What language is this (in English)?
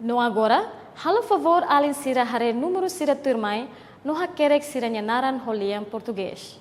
Tetum